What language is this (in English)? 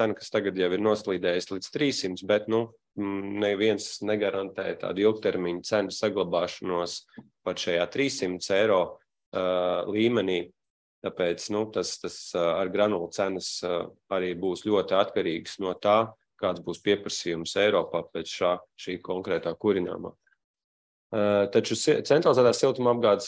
Latvian